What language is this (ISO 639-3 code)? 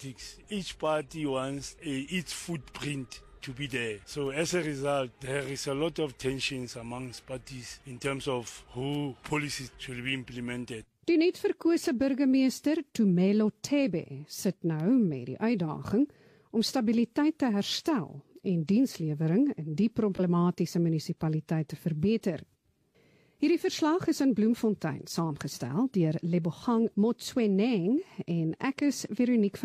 afr